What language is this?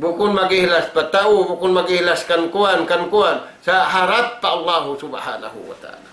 Tausug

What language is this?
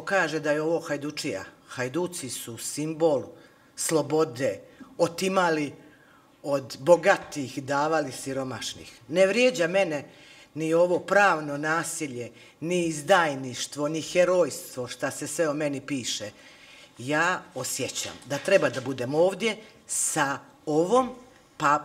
Bosnian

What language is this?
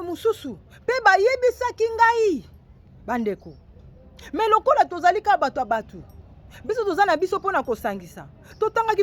Lingala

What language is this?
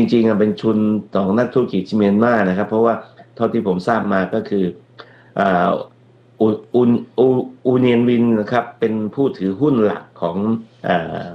Thai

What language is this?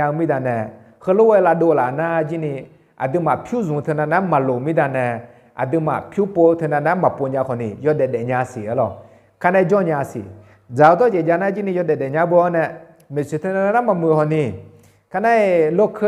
Akha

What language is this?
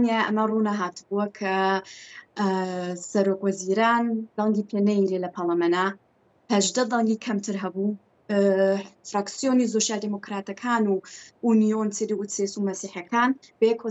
Central Kurdish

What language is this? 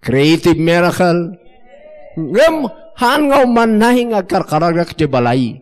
Iloko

